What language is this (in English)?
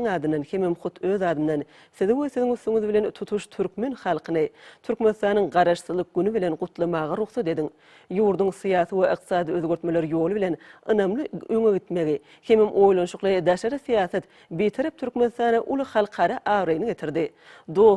Turkmen